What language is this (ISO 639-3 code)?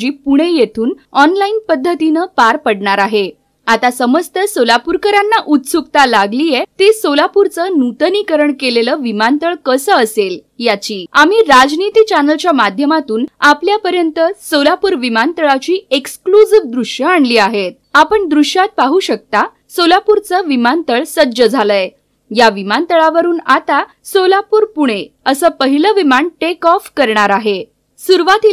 mar